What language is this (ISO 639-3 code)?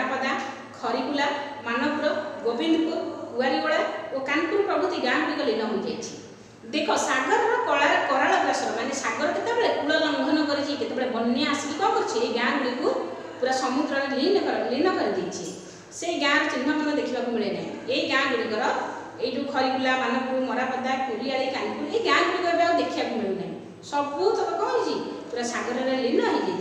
ori